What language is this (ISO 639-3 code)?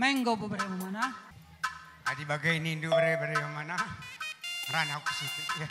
btx